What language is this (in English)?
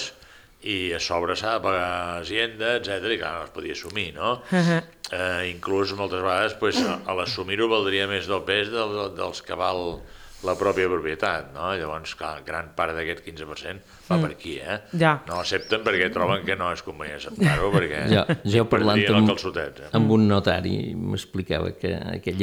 Catalan